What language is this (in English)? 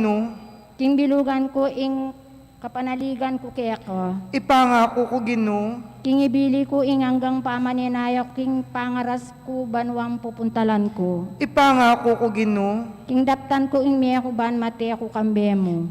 Pampanga